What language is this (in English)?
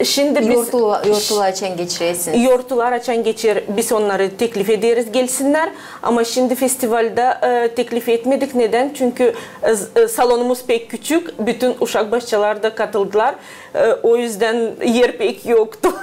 Gagauz